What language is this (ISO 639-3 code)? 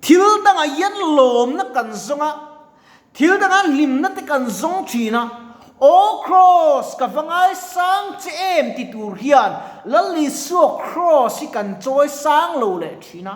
lus